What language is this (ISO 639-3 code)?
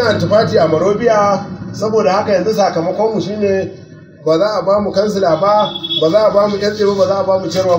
hau